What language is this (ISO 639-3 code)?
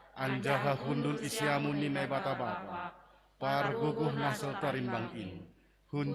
bts